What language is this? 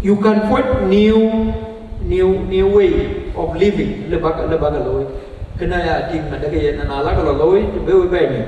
Dinka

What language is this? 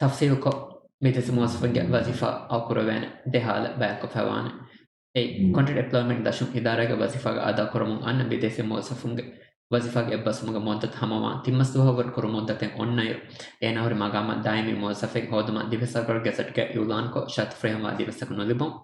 Divehi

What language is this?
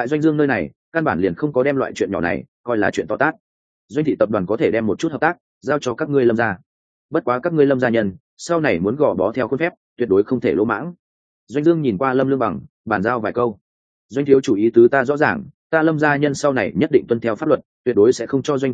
Vietnamese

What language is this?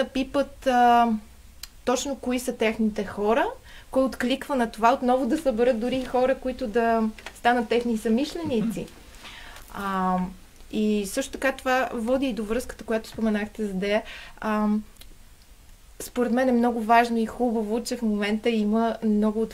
Bulgarian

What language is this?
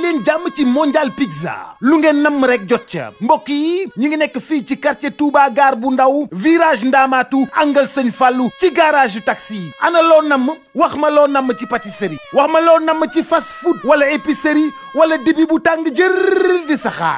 Wolof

